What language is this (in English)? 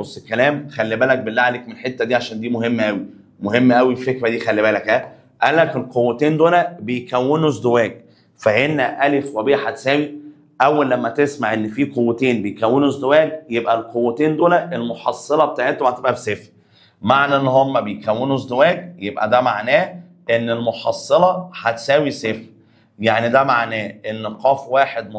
Egyptian Arabic